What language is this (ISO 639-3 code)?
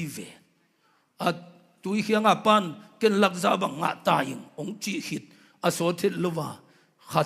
ctd